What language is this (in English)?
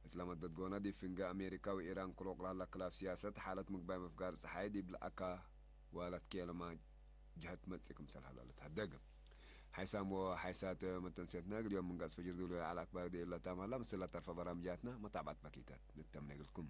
Tigre